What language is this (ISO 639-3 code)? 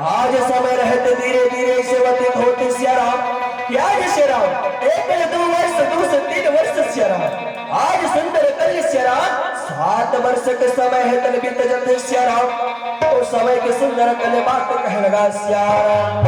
hne